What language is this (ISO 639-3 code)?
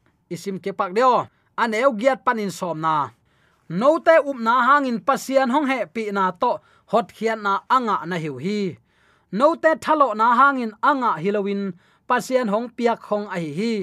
ctd